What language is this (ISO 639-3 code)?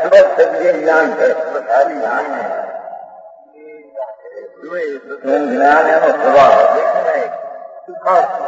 guj